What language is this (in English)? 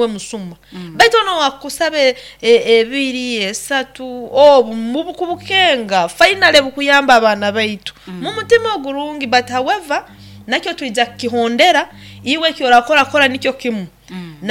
Nyoro